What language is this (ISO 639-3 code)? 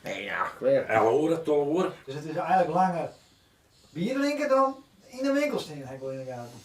fry